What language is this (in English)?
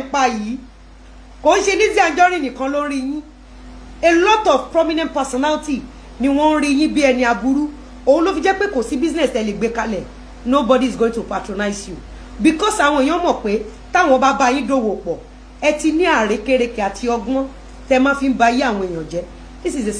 Yoruba